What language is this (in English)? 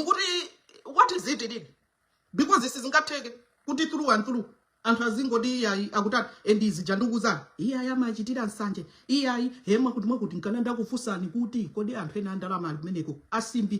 Nyanja